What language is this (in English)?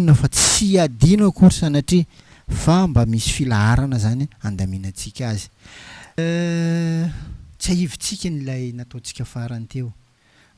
Malagasy